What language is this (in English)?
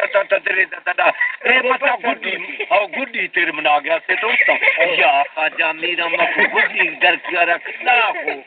Baluchi